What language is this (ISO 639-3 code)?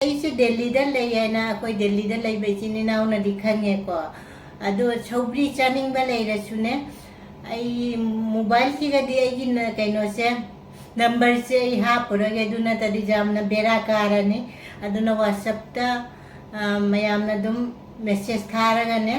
mni